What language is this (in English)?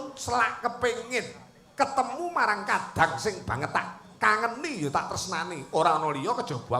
Javanese